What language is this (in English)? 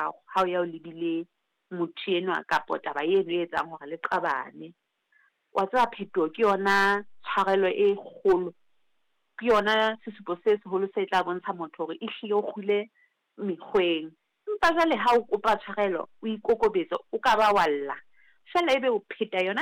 Southern Sotho